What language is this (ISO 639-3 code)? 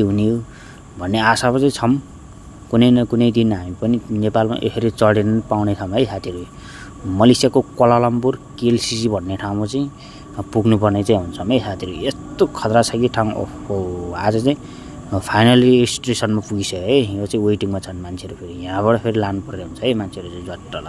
nep